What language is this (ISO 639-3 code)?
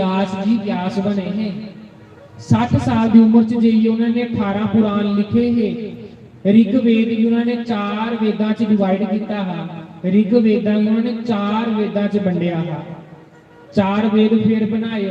doi